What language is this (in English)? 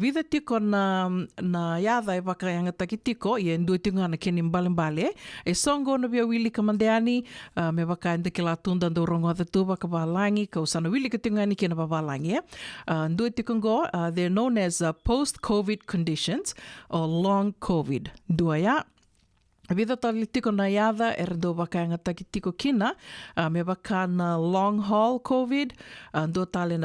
Fijian